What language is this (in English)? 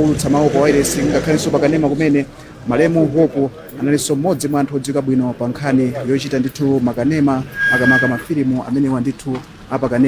Nyanja